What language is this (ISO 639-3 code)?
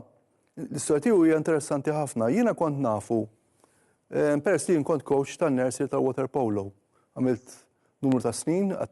mlt